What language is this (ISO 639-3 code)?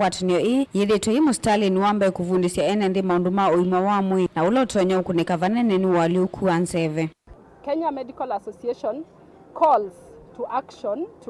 kam